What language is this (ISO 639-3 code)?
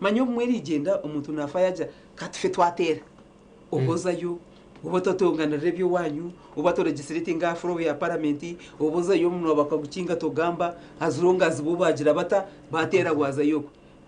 nyn